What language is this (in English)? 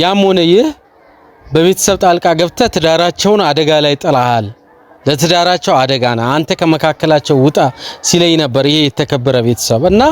Amharic